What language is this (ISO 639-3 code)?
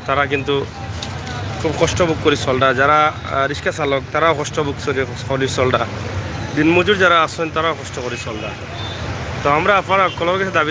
syl